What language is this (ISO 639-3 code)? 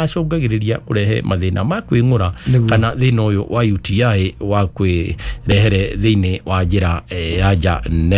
kik